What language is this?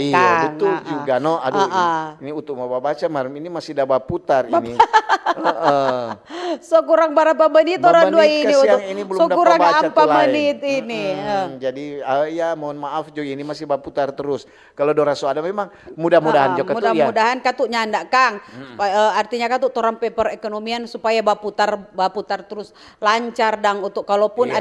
Manado Malay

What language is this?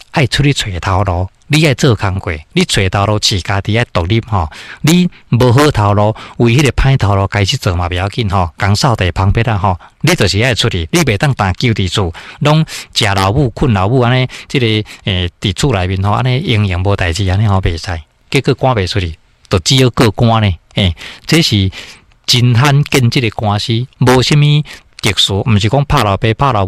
Min Nan Chinese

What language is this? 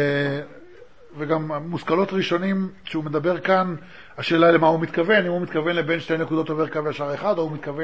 Hebrew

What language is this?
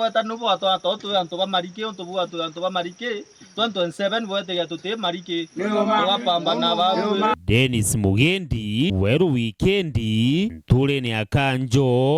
Meru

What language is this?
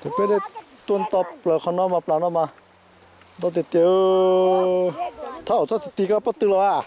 Hmong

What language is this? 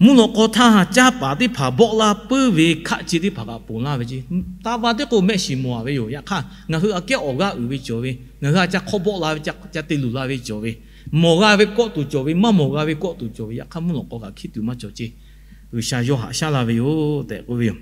Lahu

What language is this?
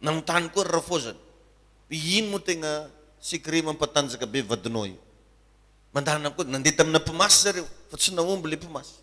Malagasy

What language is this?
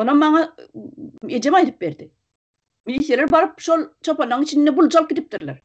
Turkmen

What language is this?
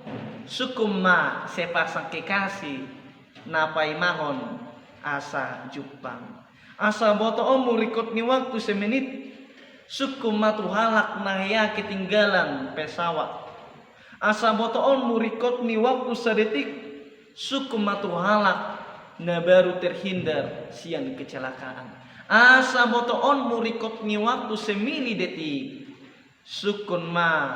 Batak Toba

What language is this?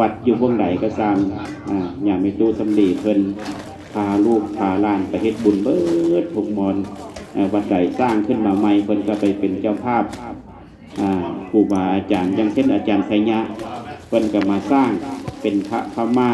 Lao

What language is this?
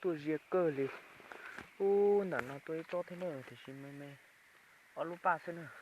Hmong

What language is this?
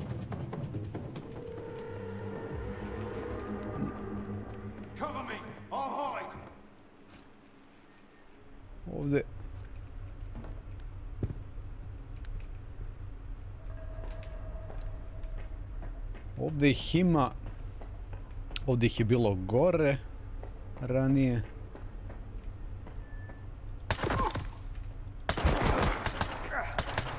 Serbian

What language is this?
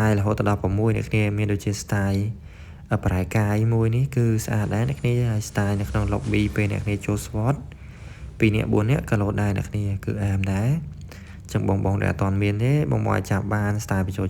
Khmer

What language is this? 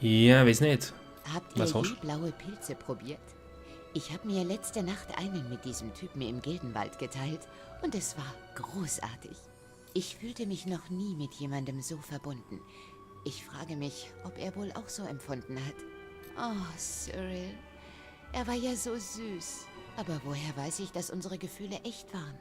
Swiss German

